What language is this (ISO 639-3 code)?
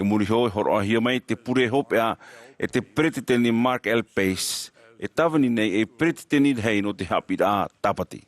tah